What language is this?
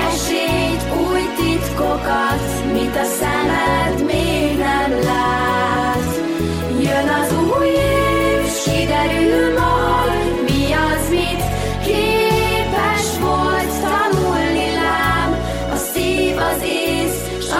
Hungarian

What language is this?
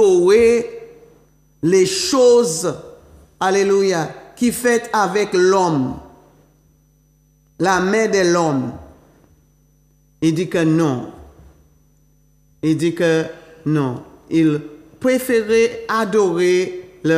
French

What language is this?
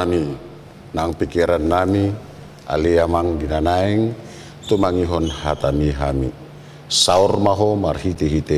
Batak Toba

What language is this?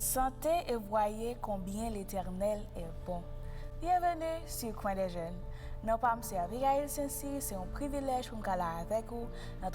Haitian Creole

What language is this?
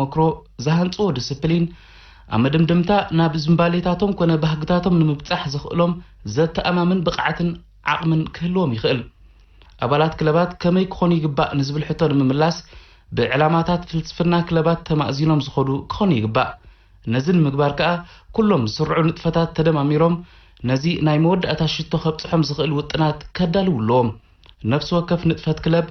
Tigrinya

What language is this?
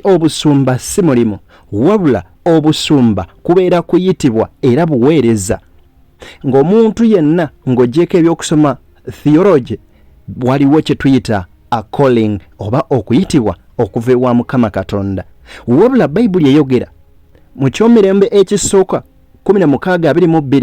Ganda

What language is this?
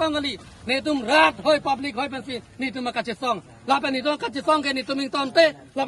Karbi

